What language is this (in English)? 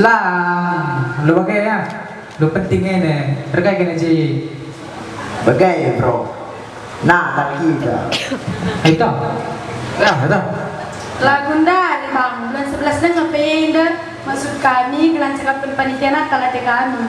Batak Karo